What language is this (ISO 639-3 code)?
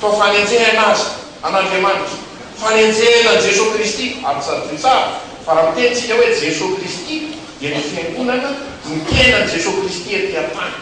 mlg